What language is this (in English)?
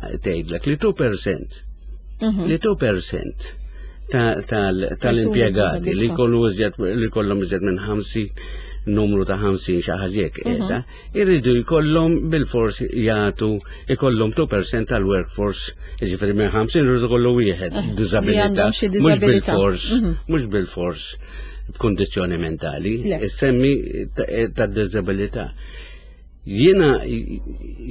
Maltese